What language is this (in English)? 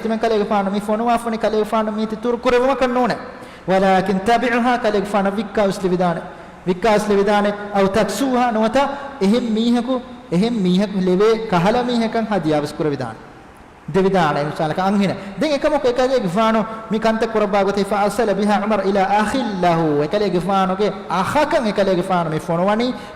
Divehi